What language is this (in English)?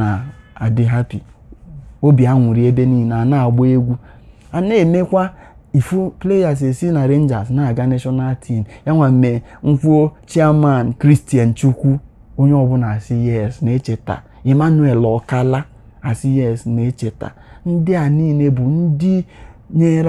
Igbo